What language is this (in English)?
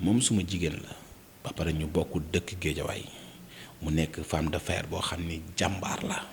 Wolof